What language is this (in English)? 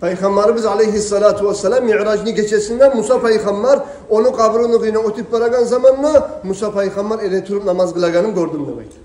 Kumyk